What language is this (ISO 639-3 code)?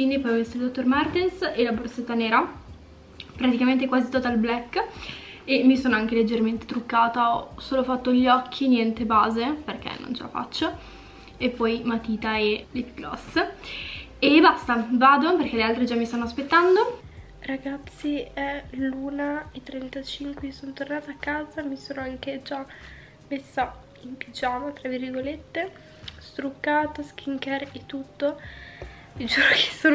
ita